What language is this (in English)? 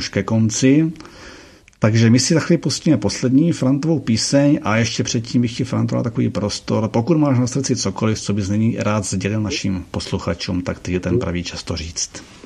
Czech